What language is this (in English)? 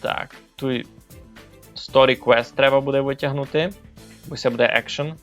Rusyn